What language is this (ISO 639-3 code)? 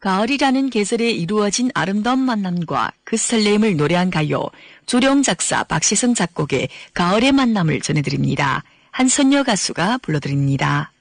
kor